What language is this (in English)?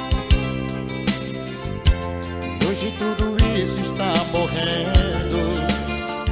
Portuguese